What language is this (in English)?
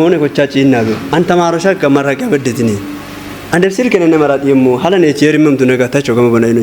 Kafa